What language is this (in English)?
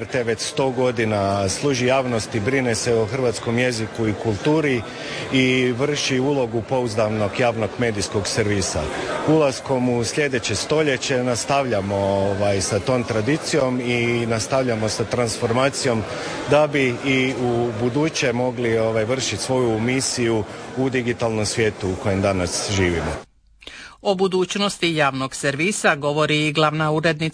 Croatian